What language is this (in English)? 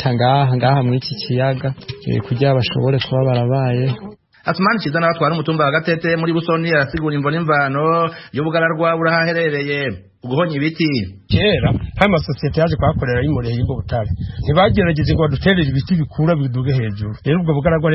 Rundi